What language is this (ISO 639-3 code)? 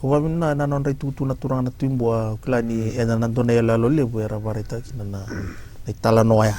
fij